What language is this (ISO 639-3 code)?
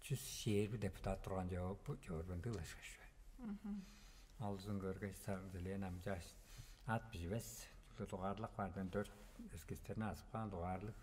tyv